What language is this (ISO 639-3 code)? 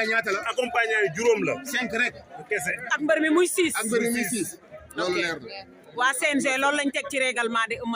wol